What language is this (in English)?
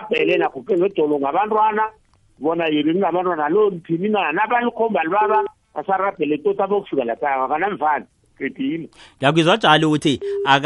South Ndebele